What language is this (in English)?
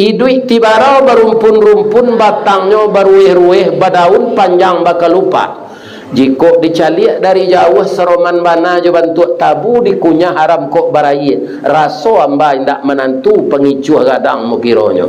Minangkabau